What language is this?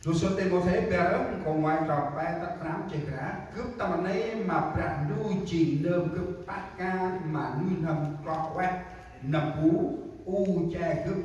Central Mnong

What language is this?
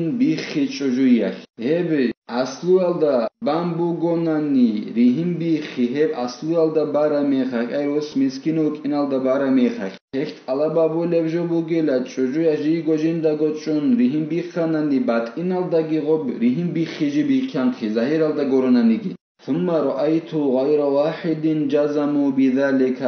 Avaric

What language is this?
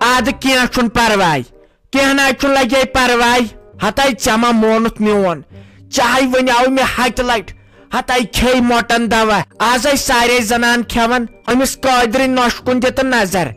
Kashmiri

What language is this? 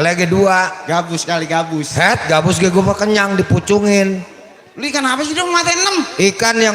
Betawi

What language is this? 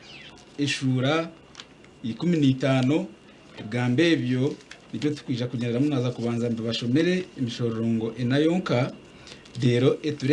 Nyankole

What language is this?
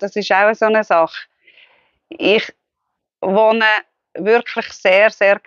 Swiss German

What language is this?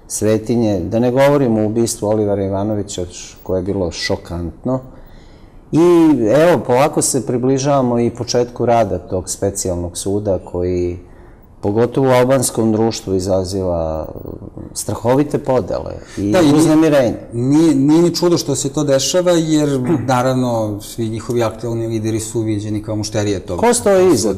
Serbian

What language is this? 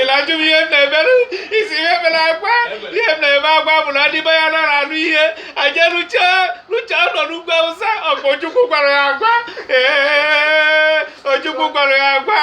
Igbo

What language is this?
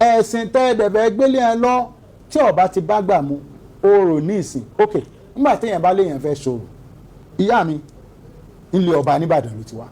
Yoruba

